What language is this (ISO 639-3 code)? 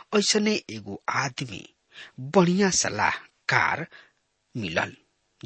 bho